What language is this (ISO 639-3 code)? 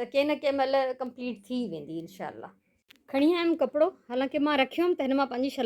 snd